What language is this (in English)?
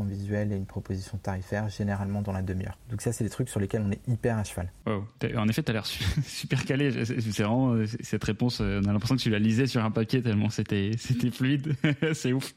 French